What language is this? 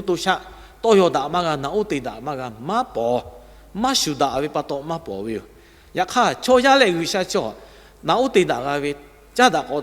Lahu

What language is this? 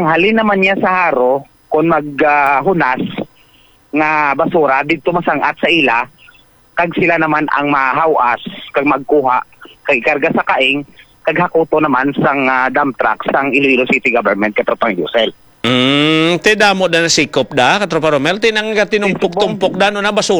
Hiligaynon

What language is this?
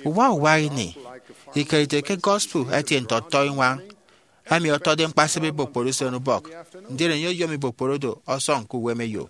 Efik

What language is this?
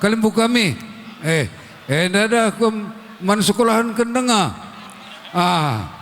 Batak Karo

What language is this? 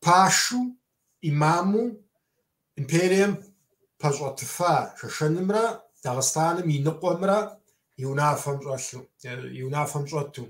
Kabardian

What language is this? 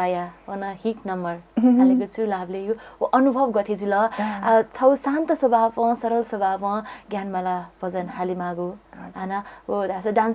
Newari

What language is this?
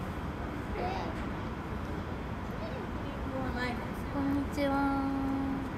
Japanese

